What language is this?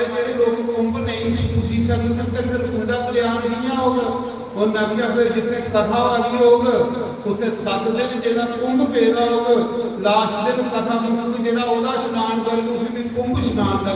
Dogri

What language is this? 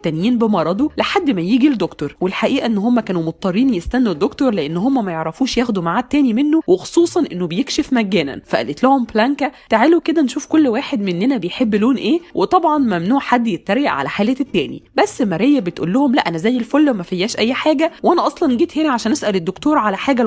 Egyptian Arabic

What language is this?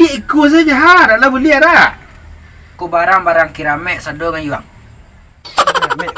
Minangkabau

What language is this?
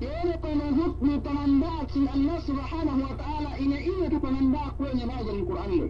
Yakan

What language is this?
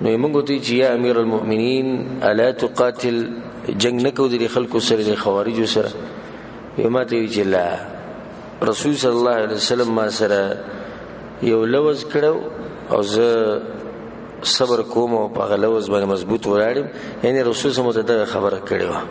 Pashto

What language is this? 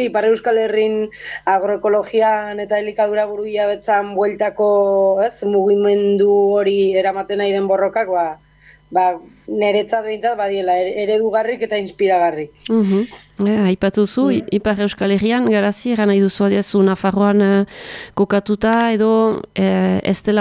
Basque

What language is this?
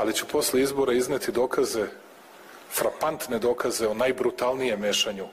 Croatian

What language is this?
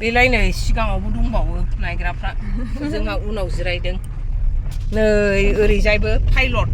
Bodo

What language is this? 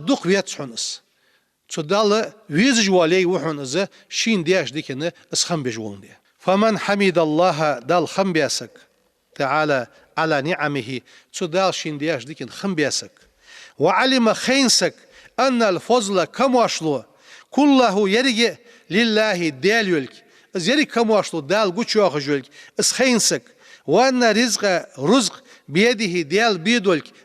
Ingush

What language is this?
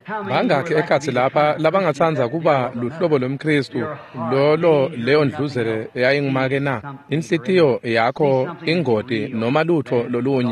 Swati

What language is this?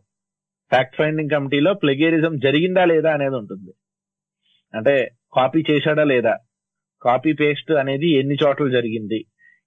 Telugu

